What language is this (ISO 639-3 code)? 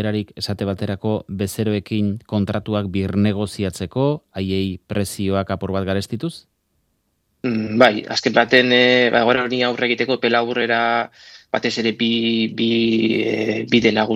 eus